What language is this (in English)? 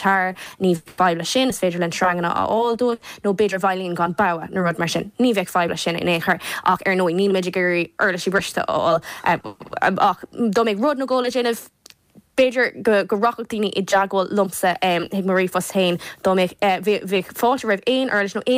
Irish